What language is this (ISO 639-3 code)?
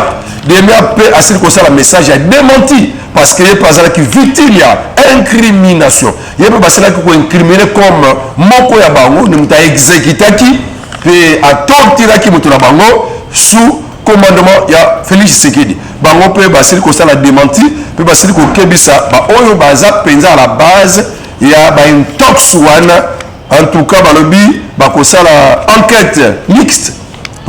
lin